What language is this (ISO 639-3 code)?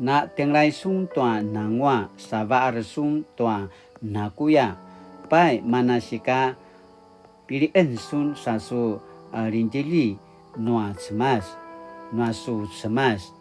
pwn